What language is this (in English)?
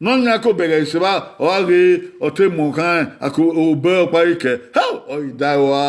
Bini